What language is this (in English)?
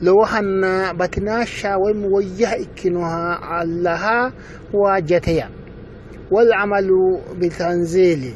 Sidamo